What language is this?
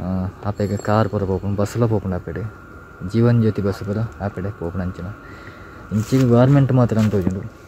Tulu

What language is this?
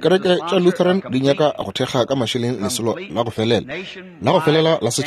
Northern Sotho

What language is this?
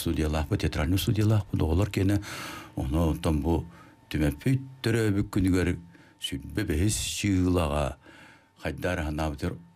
Yakut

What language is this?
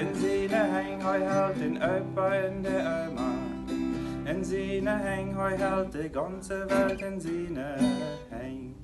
Plautdietsch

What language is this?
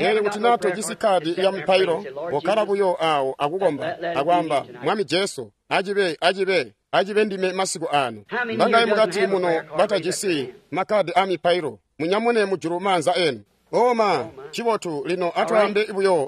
Tonga (Zambia)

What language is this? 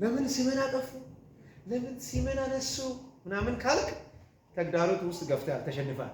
Amharic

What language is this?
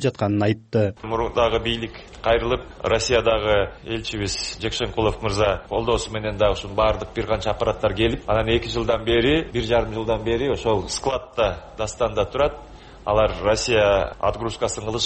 Kyrgyz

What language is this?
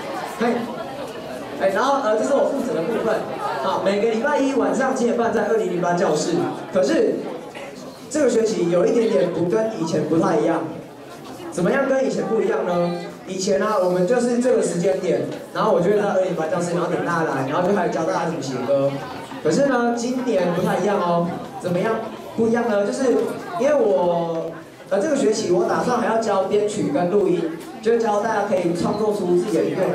Chinese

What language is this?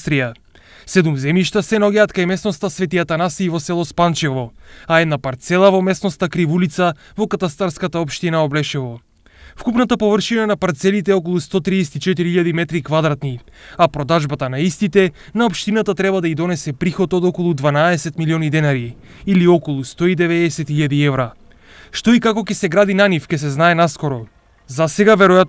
Macedonian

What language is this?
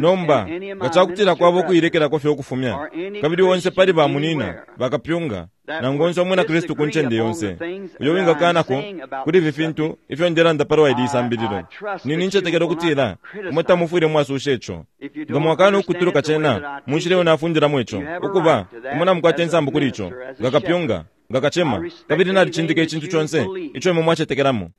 Bemba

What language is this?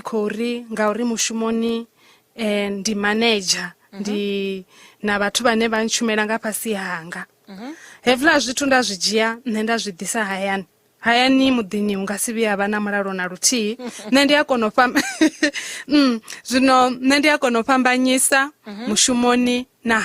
Venda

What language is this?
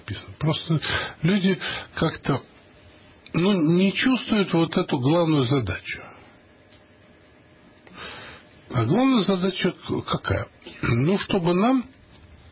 Russian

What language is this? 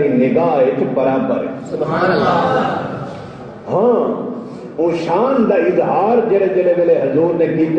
Saraiki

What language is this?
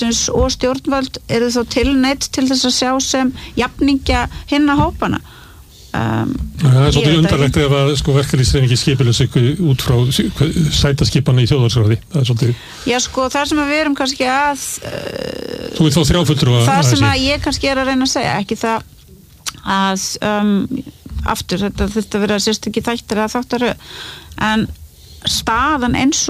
Icelandic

